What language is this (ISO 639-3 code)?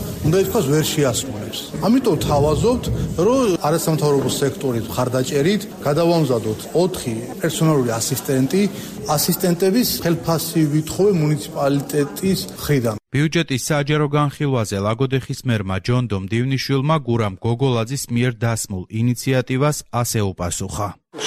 kat